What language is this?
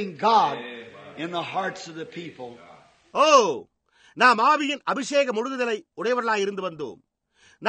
Tamil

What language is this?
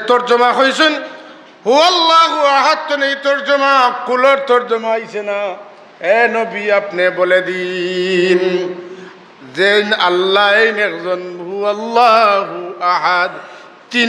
Sylheti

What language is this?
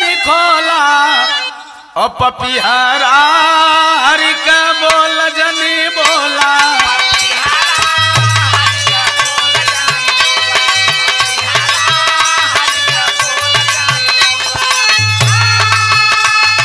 Bhojpuri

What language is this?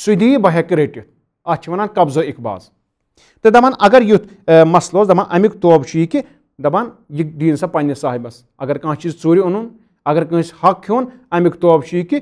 Kashmiri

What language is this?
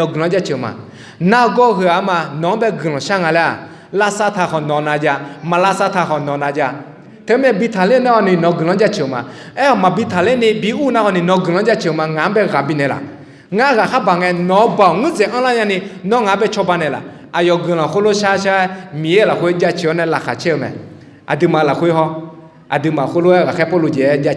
Akha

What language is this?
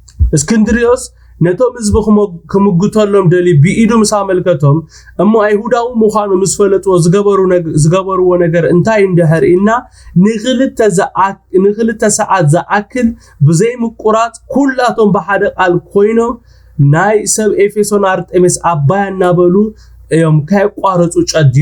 Tigrinya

